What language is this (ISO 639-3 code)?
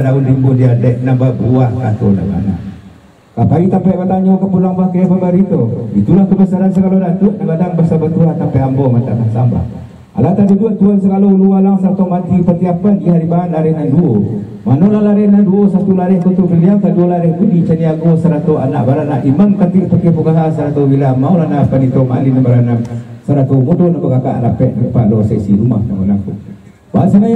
min